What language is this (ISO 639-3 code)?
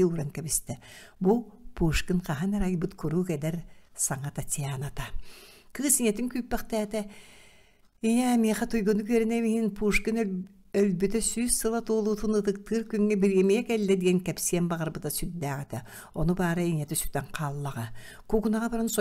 sah